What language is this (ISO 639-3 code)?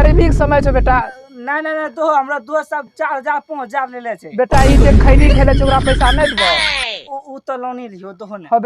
mai